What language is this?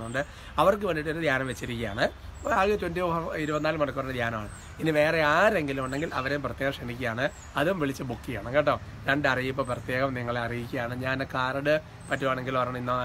Malayalam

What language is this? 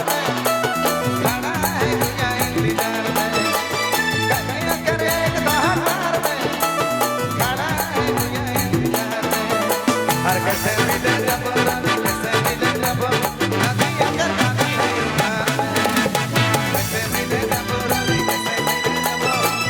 Sadri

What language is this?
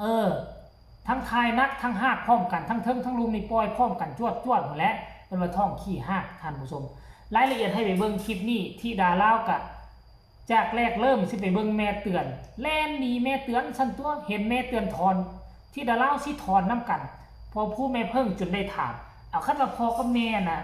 Northeastern Thai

